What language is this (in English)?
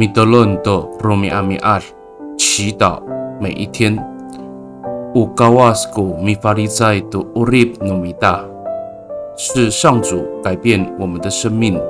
Amis